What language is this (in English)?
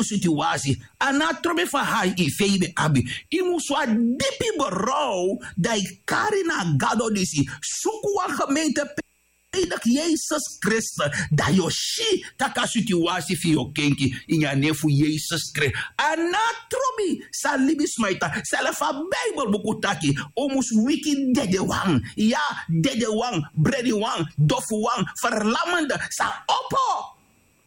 Sranan Tongo